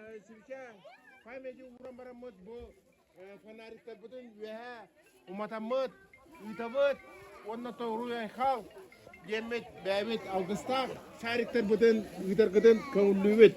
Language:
Yakut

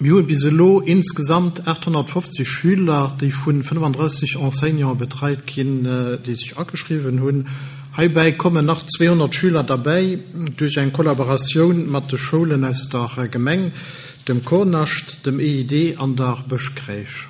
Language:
Luxembourgish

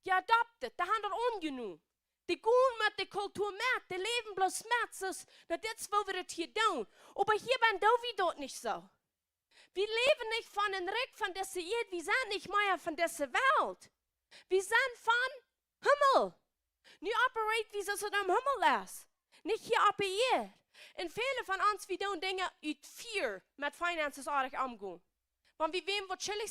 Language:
Plautdietsch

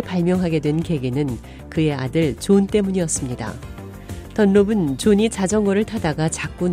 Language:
Korean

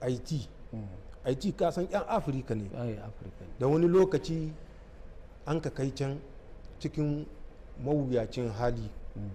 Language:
Hausa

